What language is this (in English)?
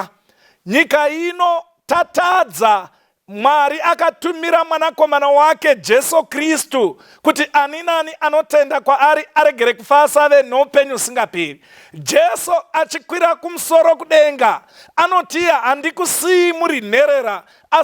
Shona